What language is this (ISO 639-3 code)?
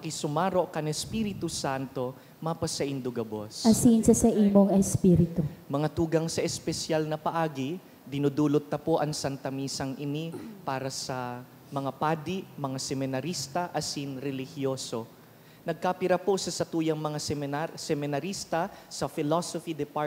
bik